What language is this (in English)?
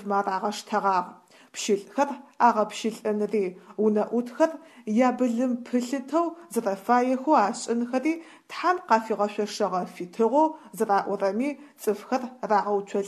Adyghe